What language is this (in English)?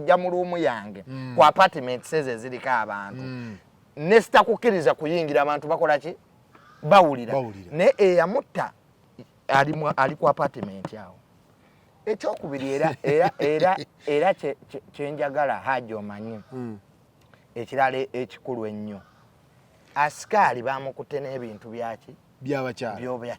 Ganda